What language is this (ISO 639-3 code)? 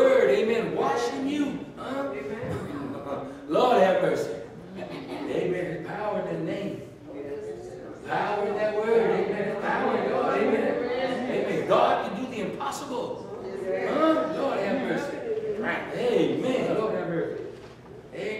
eng